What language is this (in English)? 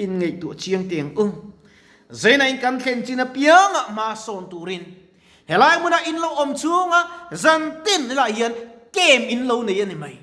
Mizo